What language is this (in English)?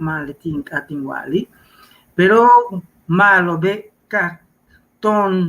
Yucateco